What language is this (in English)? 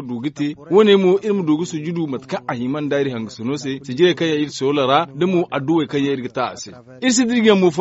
Zarma